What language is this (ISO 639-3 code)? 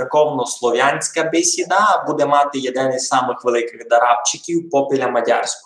rue